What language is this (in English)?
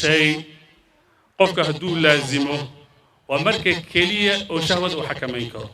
Somali